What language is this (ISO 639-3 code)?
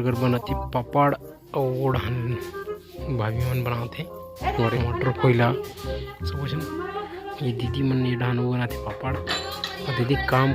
hne